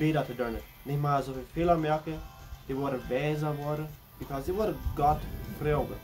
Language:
Plautdietsch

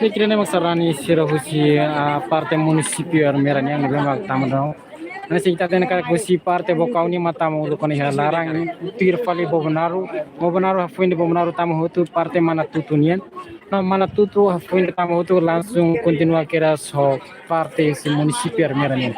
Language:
Tetum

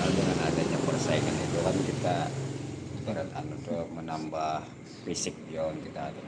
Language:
Banjar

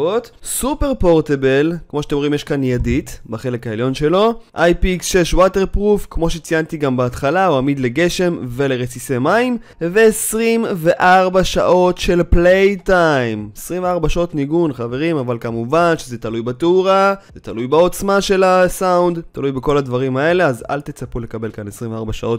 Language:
Hebrew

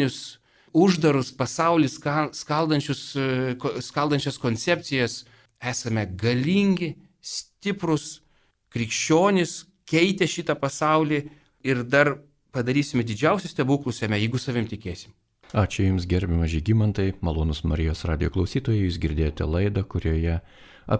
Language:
Lithuanian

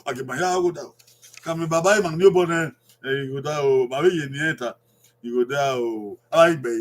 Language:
Bini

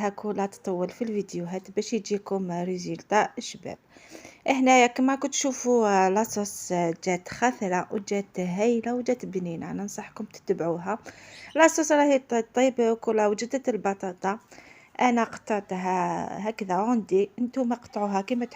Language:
Algerian Arabic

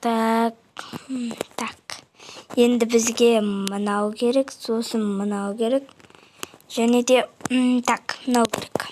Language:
Kazakh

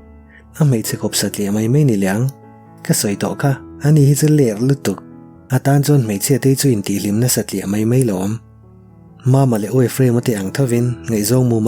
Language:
Mizo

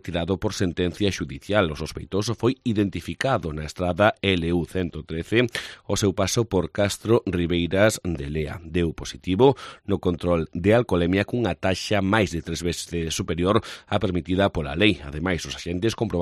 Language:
Galician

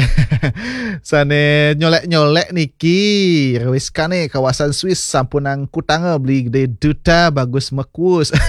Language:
Balinese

